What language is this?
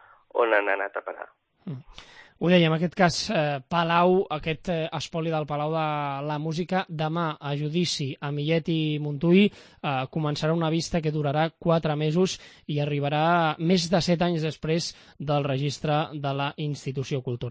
Catalan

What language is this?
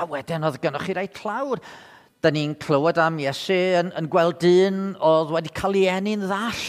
Welsh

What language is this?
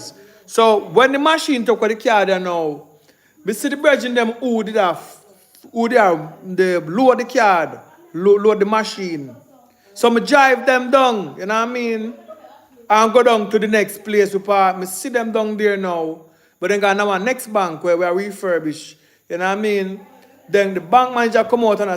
Jamaican Creole English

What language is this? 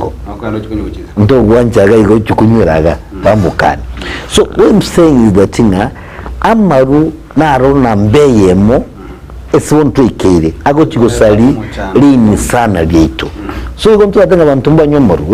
Gusii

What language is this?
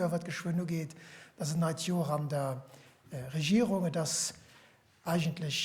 Luxembourgish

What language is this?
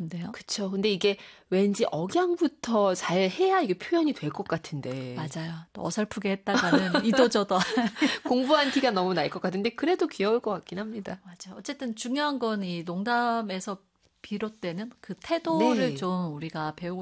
Korean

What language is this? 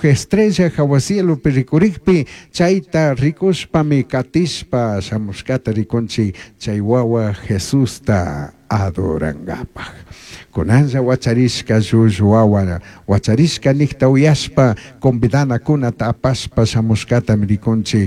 Chimborazo Highland Quichua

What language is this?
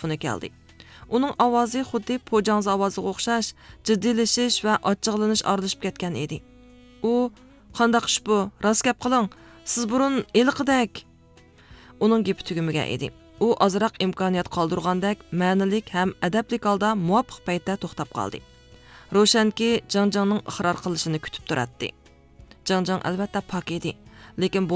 Uyghur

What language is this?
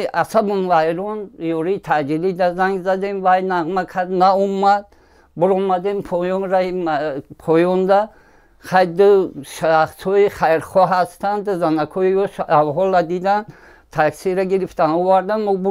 Tajik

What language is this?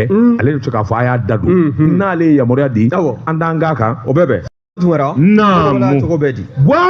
Bambara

